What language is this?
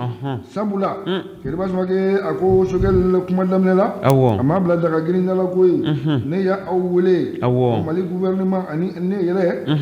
Bambara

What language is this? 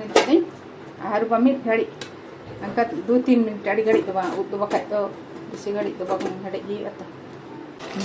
Santali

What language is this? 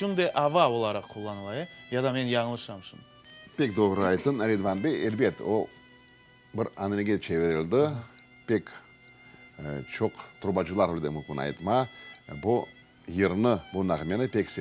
Crimean Tatar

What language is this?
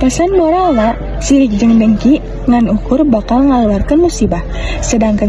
Sundanese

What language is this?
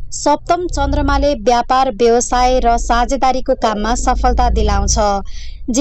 Nepali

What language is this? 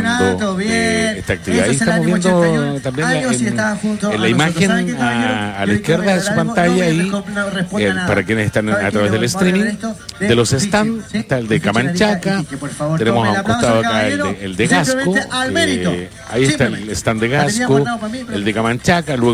Spanish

